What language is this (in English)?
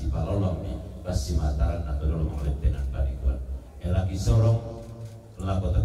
Toraja-Sa'dan